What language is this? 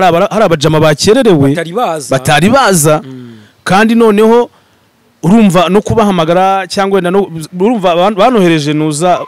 Kinyarwanda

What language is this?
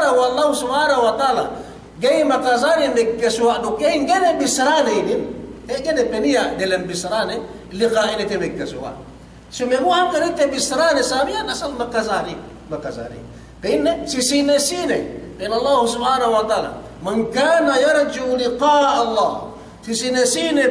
Yakan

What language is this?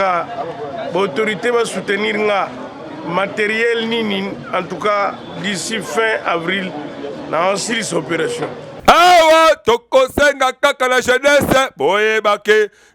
Lingala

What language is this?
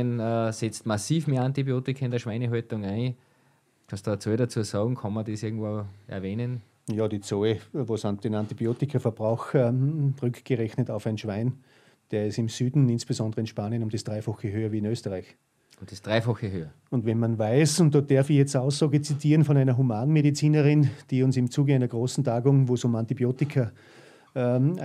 German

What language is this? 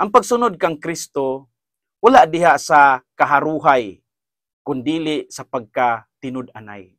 Cebuano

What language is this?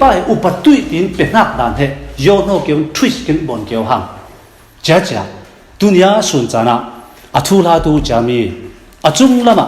Falam Chin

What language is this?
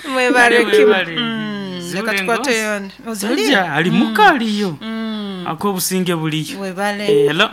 Nyoro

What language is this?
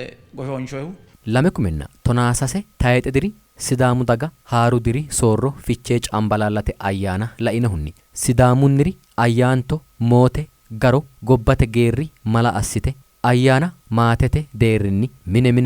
Sidamo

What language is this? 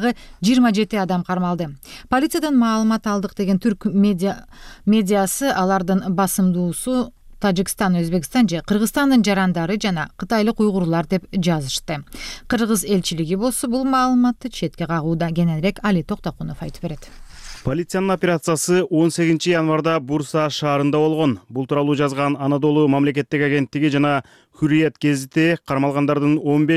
Kyrgyz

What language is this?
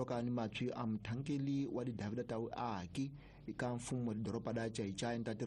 Tsonga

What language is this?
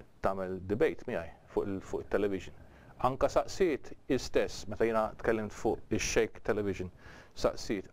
Maltese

